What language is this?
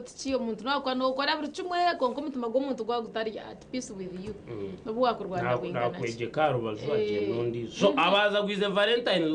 Nyankole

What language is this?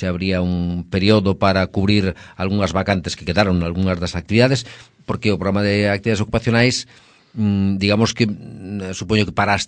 Galician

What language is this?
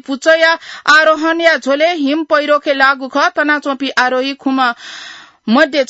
Newari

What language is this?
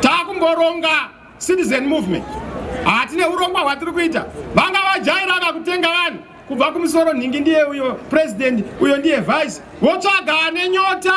Shona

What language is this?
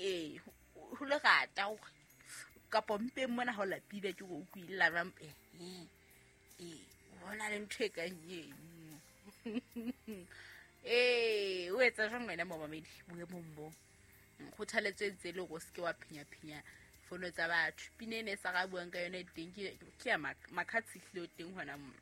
Southern Sotho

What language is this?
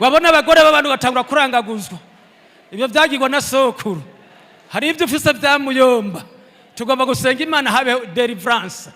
Rundi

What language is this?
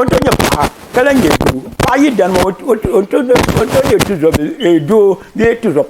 Dagbani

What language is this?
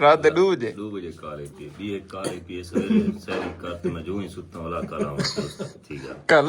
Saraiki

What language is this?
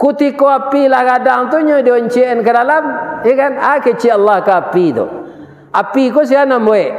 Minangkabau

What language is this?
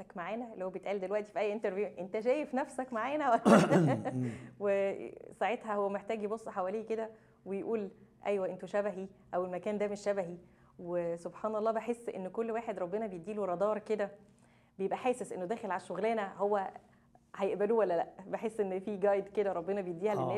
Egyptian Arabic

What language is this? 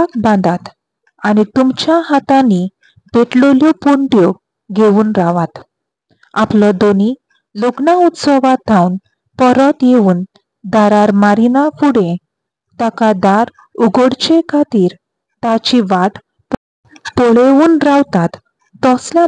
Konkani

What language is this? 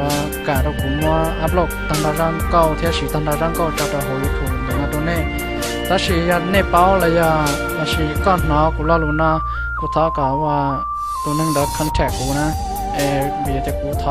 Hmong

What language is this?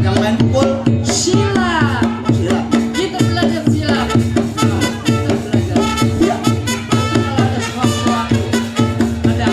Betawi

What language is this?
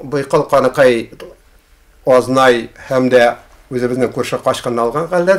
Bashkir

